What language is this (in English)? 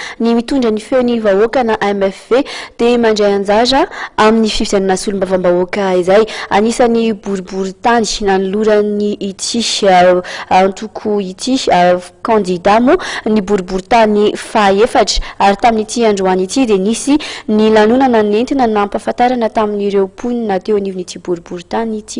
Malagasy